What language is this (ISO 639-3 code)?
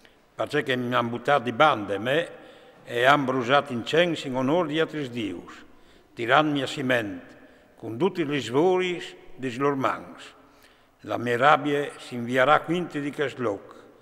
fur